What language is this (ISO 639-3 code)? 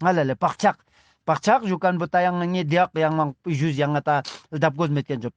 lbj